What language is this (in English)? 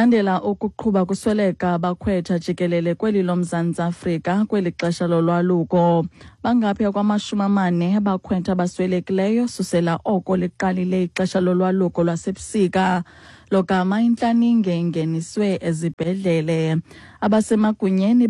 Xhosa